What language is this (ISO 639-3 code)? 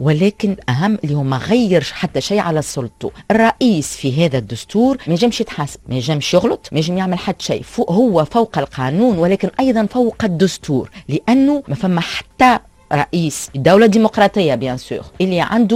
aeb